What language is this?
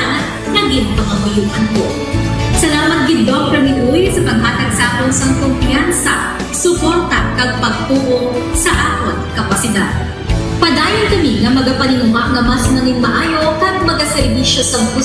Hiligaynon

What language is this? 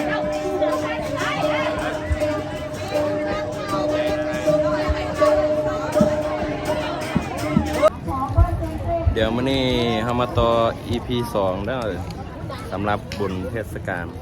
Lao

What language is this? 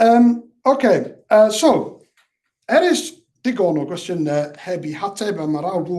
Welsh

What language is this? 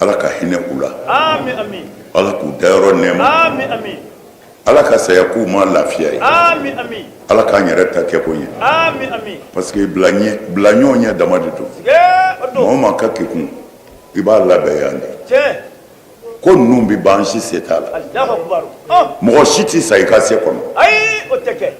Bambara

